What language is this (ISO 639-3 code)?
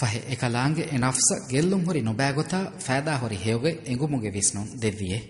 div